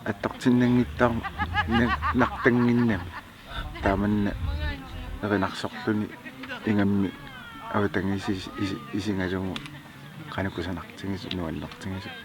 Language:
Kalaallisut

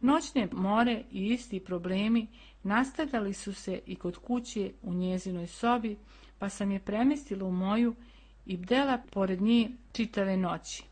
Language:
Serbian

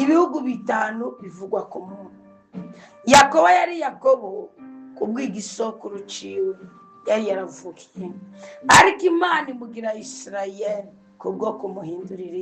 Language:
Rundi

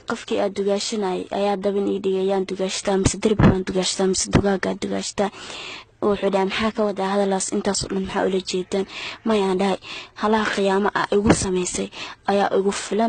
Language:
Somali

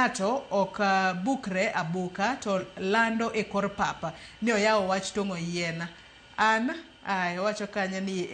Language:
Luo (Kenya and Tanzania)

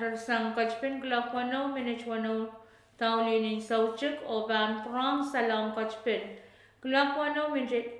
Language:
Pohnpeian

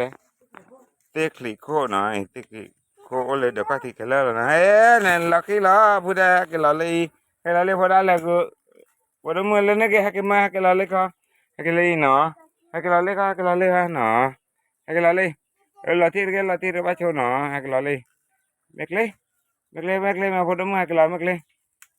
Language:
S'gaw Karen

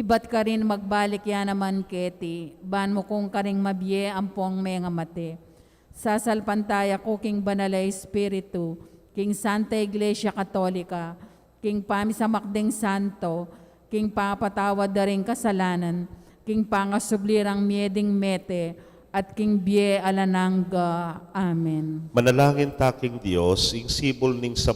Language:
Pampanga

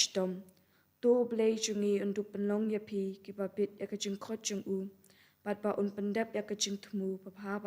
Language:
Khasi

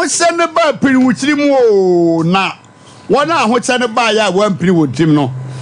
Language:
Akan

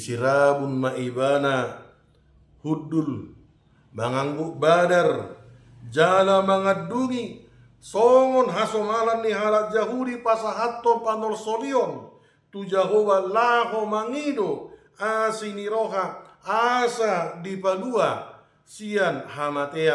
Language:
Batak Toba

